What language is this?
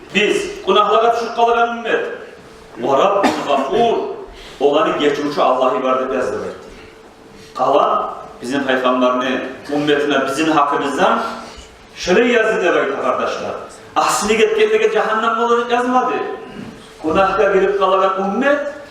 Kumyk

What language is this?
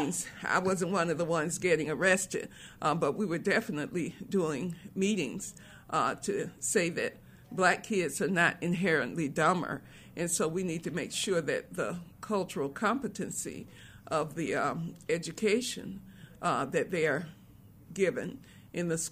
English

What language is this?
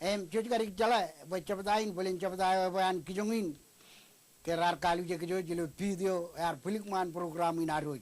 Marshallese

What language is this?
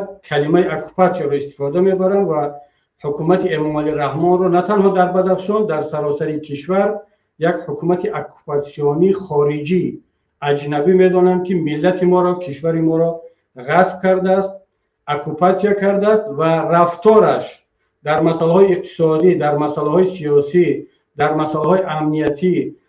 Tajik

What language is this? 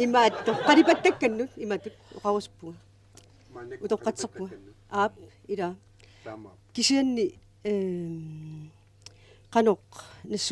Kalaallisut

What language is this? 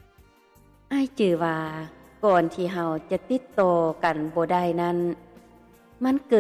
Lao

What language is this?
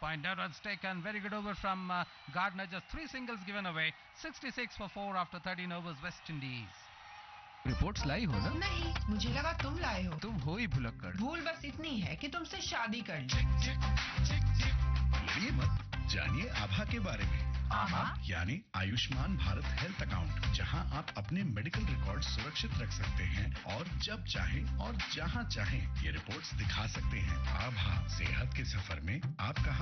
Hindi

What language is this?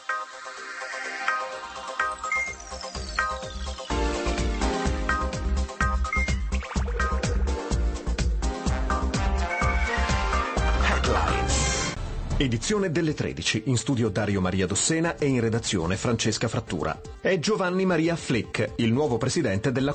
Italian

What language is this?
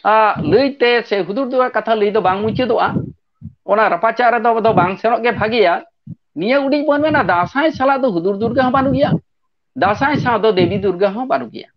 Santali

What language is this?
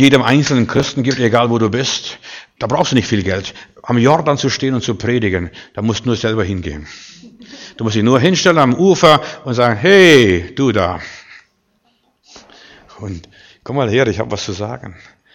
German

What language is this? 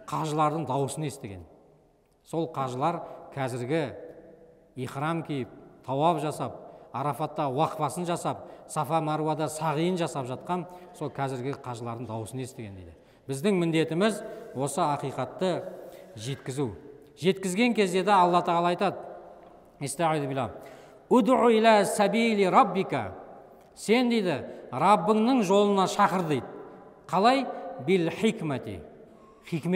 Kazakh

